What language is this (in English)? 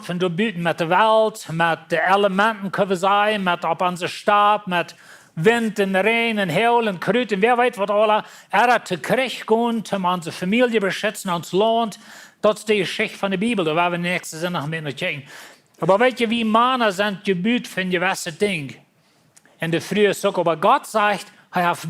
Plautdietsch